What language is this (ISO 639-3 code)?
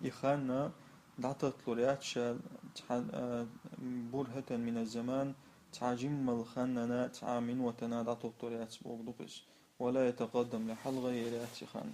che